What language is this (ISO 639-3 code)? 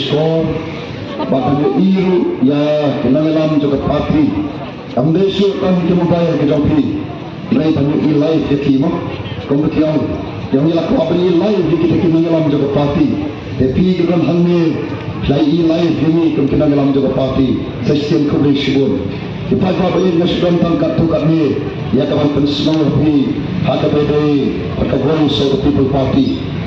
kha